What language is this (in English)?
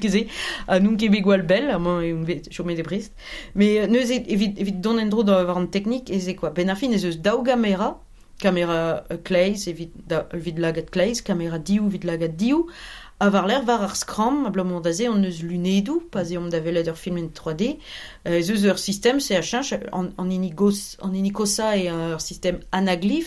Breton